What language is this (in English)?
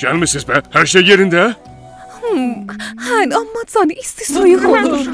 South Azerbaijani